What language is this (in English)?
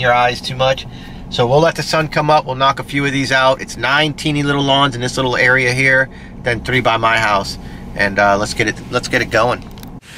English